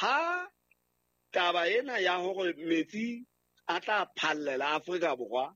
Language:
Southern Sotho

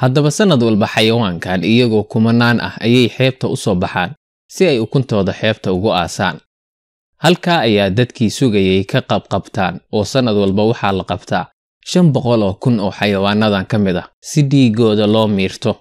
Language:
Somali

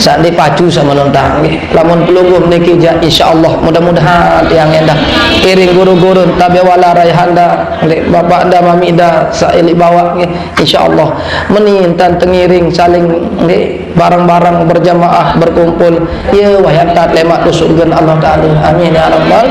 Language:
Sasak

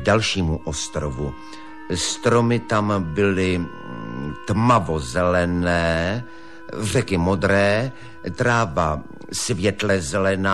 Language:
Czech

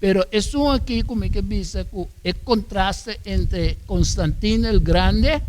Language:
Papiamento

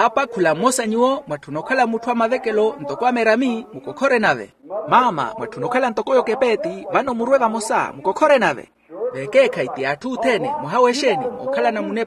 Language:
Makhuwa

